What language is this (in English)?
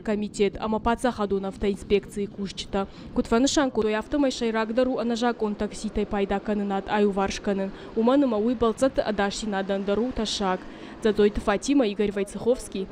Ossetic